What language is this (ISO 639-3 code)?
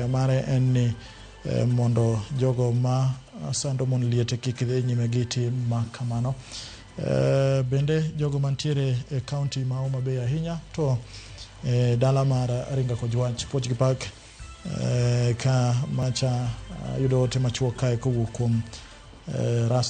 luo